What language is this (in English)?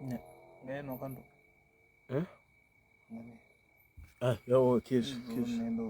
Venda